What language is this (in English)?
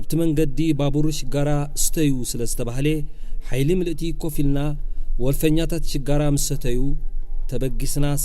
Tigrinya